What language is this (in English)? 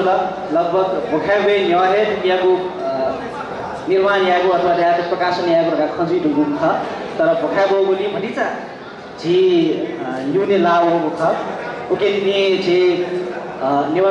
Newari